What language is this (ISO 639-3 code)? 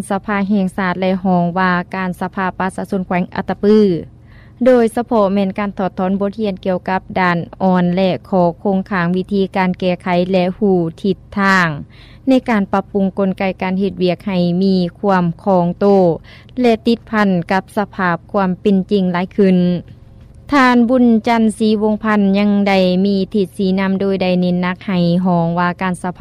lao